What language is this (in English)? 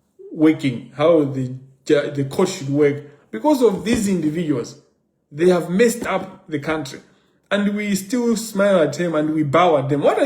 Nyanja